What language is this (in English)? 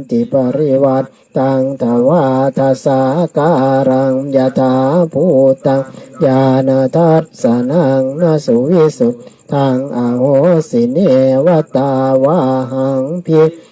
Pali